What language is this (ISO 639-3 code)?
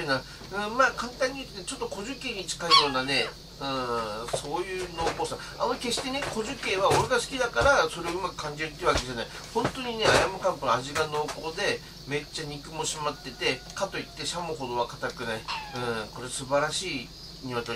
jpn